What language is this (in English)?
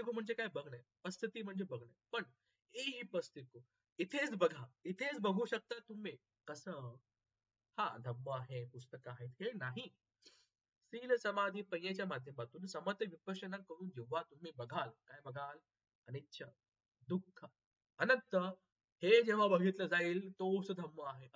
Marathi